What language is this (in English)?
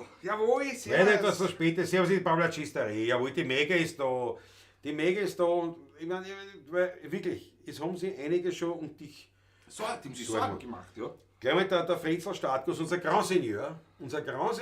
Bavarian